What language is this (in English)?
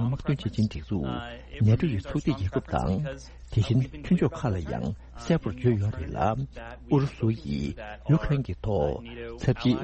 Tibetan